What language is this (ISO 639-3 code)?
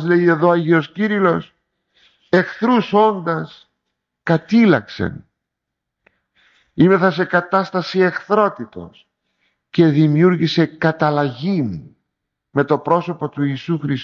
ell